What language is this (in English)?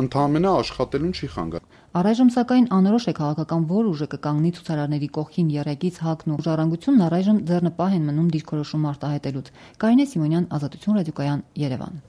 Armenian